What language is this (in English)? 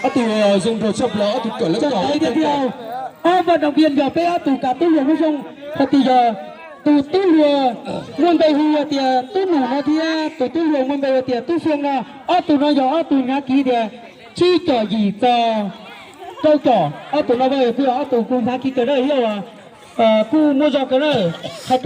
Hmong